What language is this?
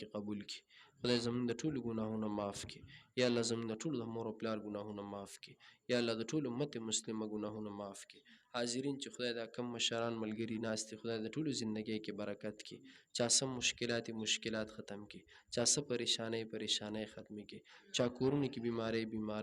Pashto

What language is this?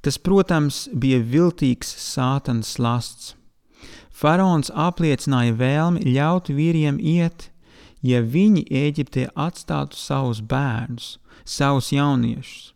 Latvian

